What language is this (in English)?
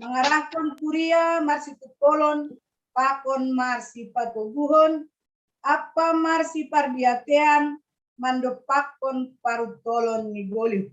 Batak Simalungun